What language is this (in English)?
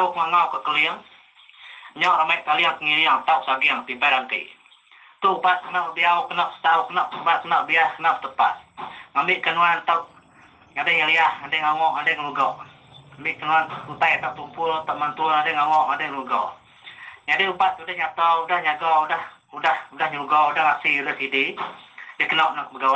Iban